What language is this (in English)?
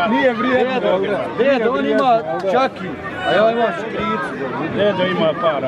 Croatian